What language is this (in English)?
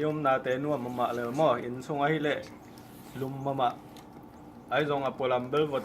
Tedim Chin